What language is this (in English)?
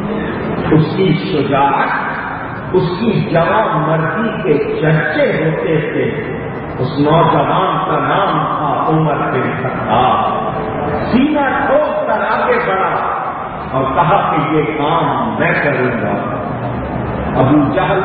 Urdu